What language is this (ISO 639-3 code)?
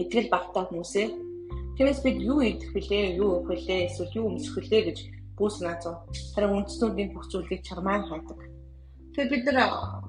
mon